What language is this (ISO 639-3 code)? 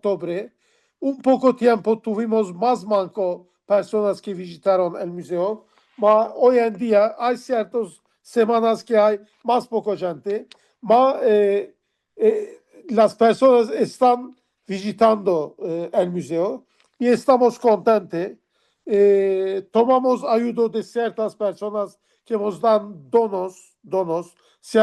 lad